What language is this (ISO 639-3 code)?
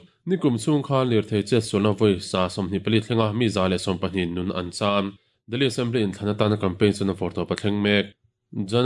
lus